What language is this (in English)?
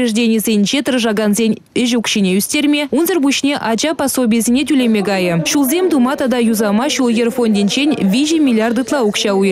Chuvash